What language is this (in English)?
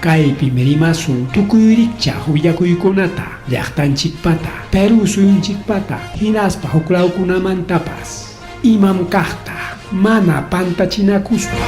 Ayacucho Quechua